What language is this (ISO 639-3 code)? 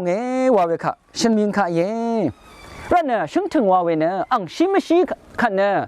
raw